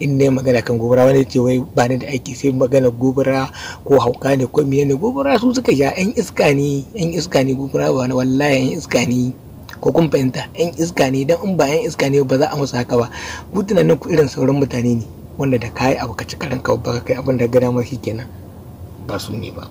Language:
Hausa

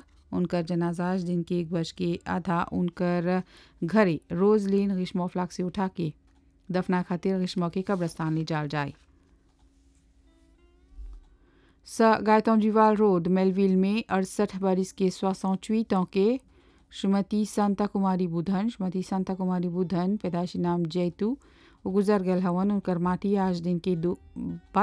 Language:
Bhojpuri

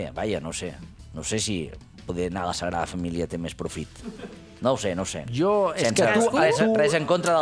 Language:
Catalan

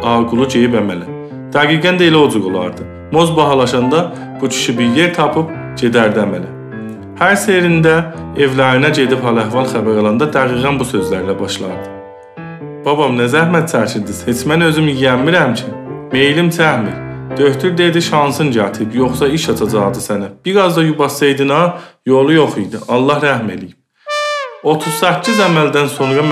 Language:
South Azerbaijani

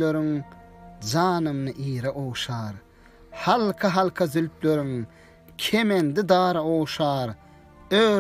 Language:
Turkmen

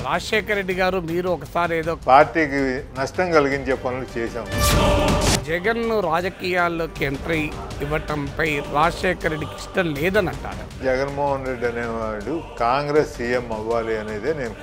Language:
Telugu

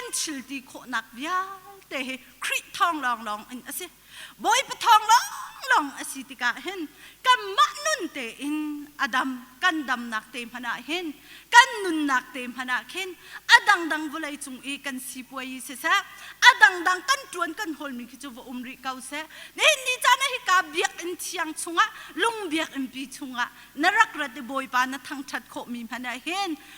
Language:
Hakha Chin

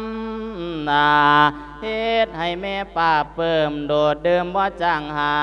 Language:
Lao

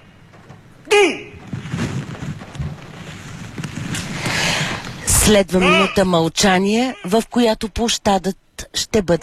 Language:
Bulgarian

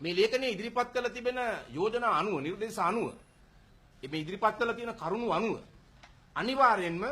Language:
Sinhala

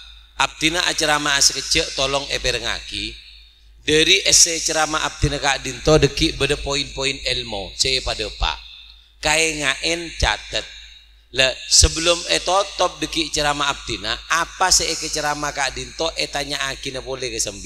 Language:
Madurese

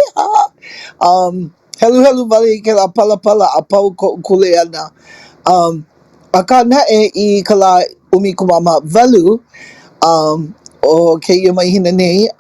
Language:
Hawaiian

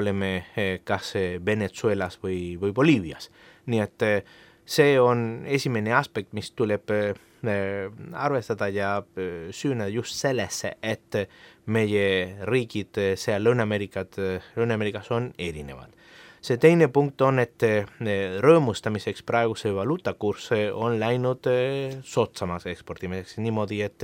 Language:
Estonian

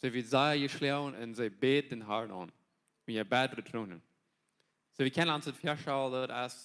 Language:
Plautdietsch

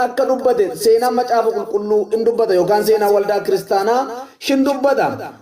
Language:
Oromo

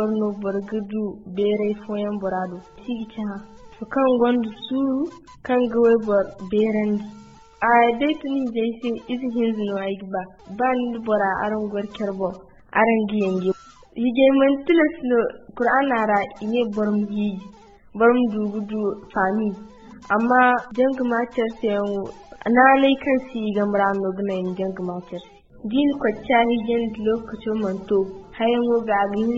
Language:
Zarma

